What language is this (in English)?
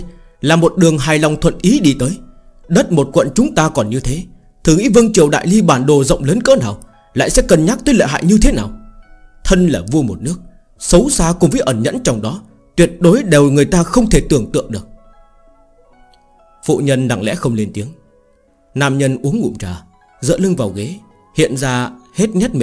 Vietnamese